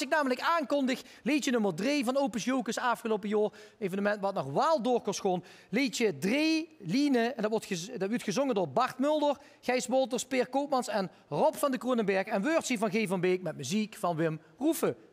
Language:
Limburgish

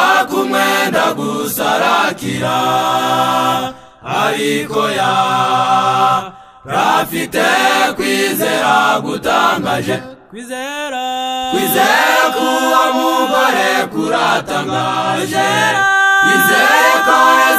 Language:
Kinyarwanda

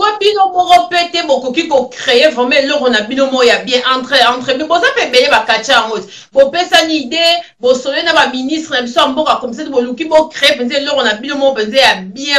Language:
Lingala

